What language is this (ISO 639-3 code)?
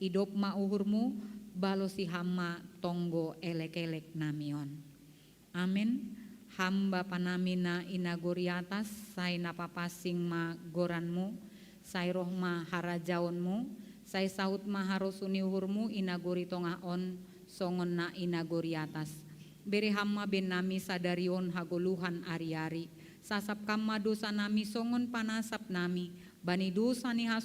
bts